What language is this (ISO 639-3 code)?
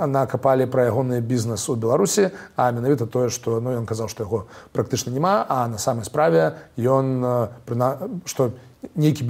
bel